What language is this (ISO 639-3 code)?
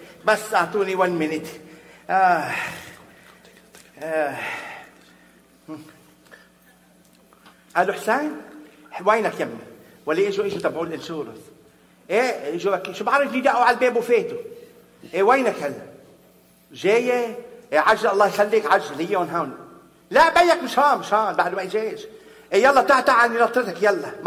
apc